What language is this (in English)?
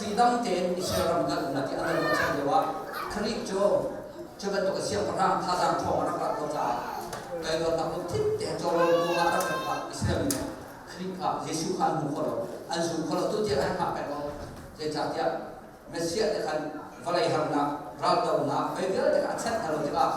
Hakha Chin